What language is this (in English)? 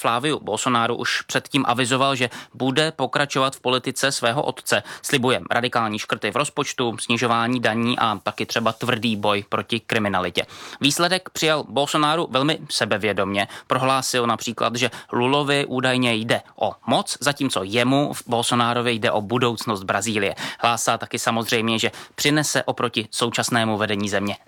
Czech